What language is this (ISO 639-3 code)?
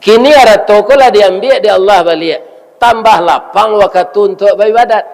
min